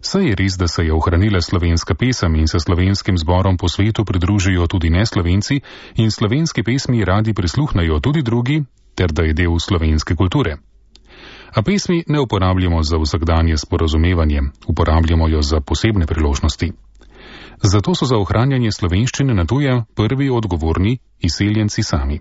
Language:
Slovenian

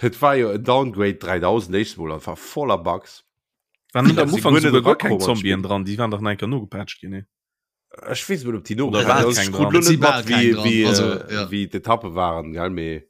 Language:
Luxembourgish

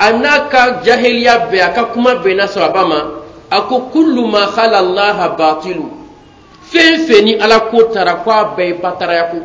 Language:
Bambara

